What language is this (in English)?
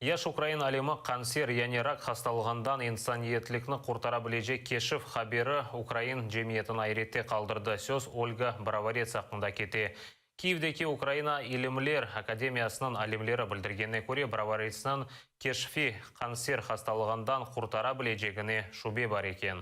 Crimean Tatar